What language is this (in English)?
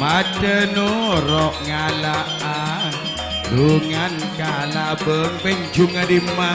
Madurese